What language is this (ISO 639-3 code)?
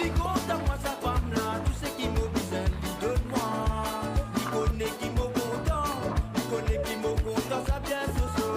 mfe